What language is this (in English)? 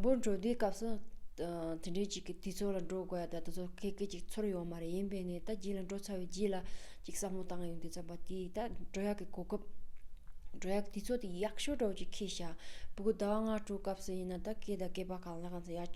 Tibetan